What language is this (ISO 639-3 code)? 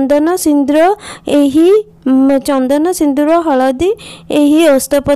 ori